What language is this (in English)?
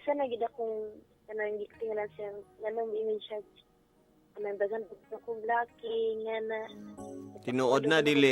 Cebuano